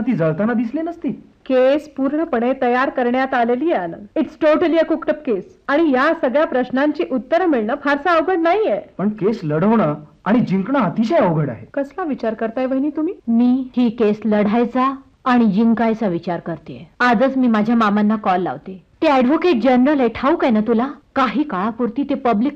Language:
Marathi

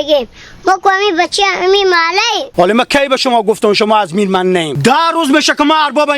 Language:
Hazaragi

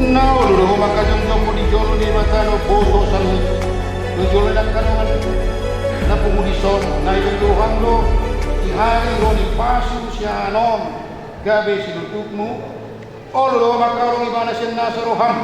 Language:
Batak Toba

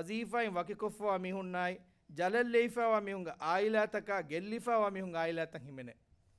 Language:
Divehi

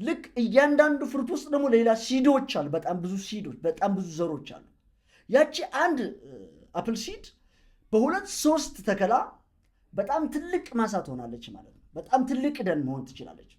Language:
Amharic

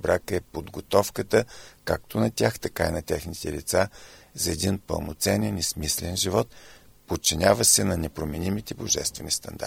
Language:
Bulgarian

